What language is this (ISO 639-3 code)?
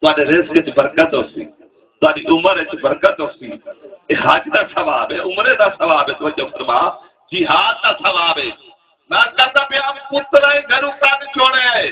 skr